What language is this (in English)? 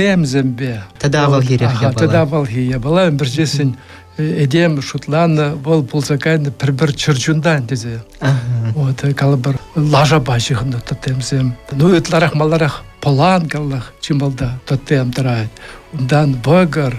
Chuvash